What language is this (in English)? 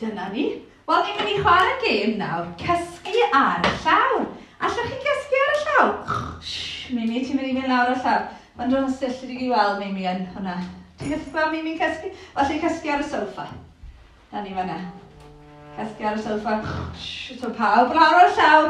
Welsh